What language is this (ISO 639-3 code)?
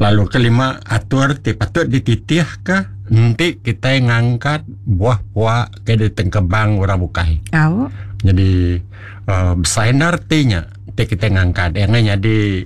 iba